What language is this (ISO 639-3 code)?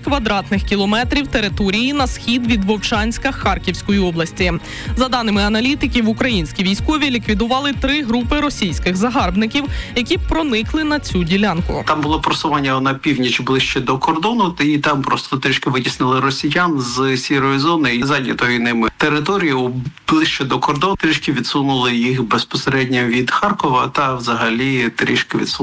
ukr